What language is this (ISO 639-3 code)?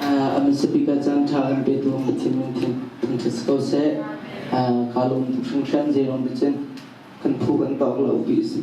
cnh